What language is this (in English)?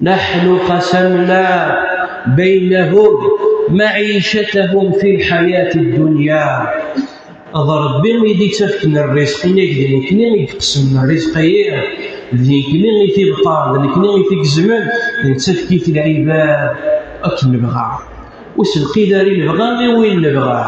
Kabyle